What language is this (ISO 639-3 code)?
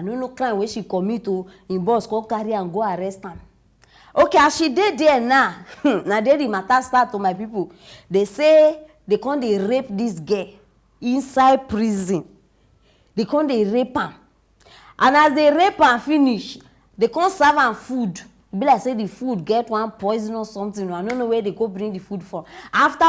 pcm